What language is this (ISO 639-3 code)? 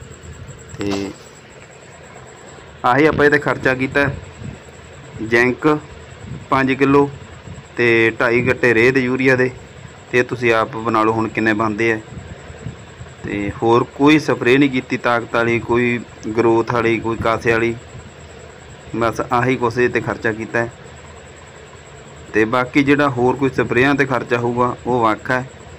pan